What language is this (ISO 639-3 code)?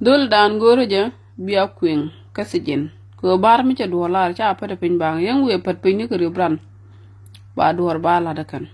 nus